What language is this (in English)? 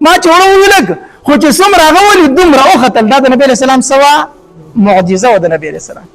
Pashto